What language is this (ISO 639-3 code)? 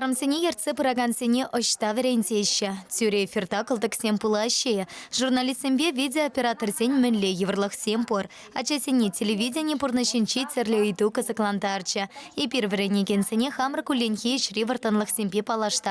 chv